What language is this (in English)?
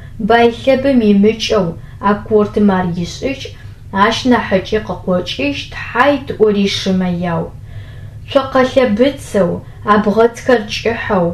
Adyghe